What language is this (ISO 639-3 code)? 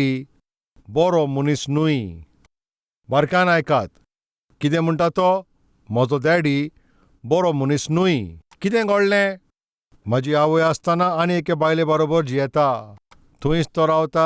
kok